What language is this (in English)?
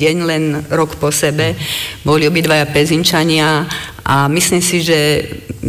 Slovak